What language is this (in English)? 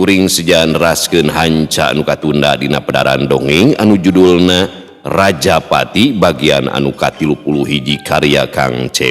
Sundanese